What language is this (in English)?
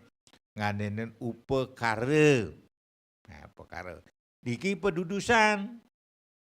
Balinese